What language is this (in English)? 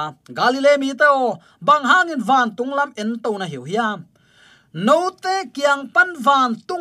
Tedim Chin